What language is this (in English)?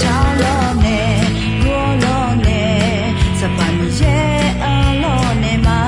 Akha